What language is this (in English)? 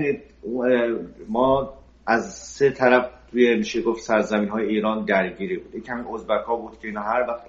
Persian